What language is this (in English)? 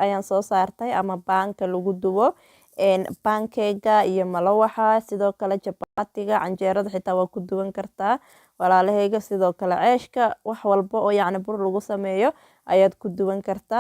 Somali